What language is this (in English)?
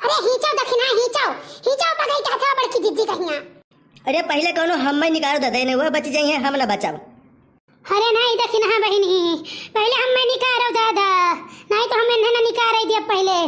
Awadhi